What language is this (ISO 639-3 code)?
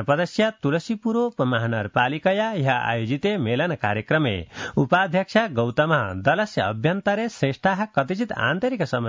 san